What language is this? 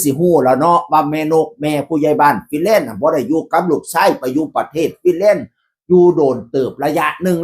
Northeastern Thai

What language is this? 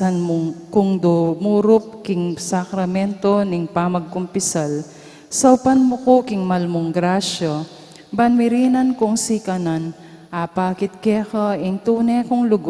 Pampanga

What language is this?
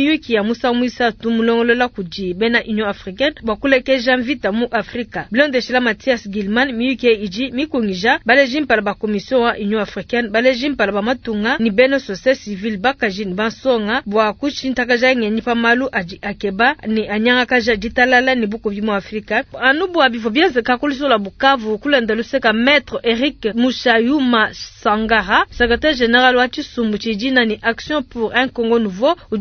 Luba-Lulua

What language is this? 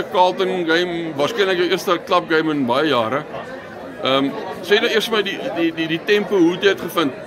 Afrikaans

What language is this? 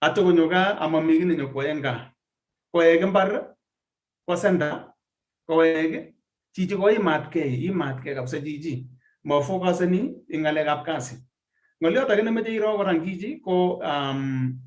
Kalenjin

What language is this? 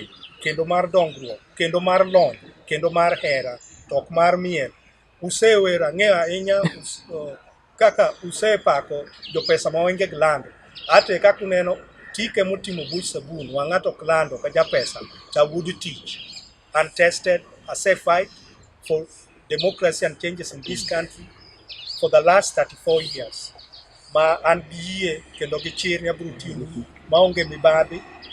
Luo (Kenya and Tanzania)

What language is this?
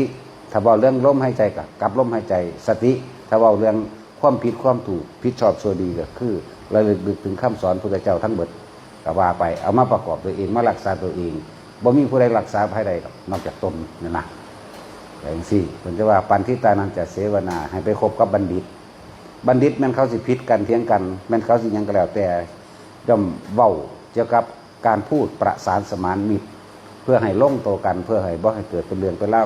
Northeastern Thai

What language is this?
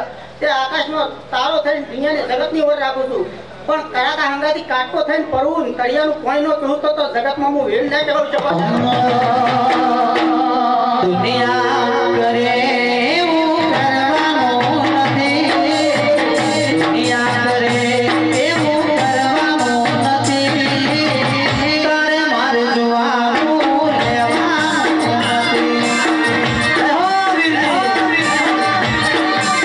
Gujarati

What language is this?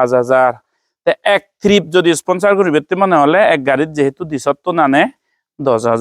Chakma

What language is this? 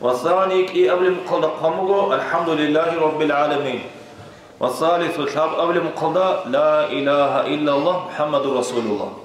Avaric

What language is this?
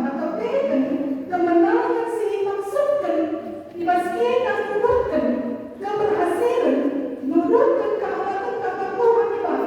Batak Karo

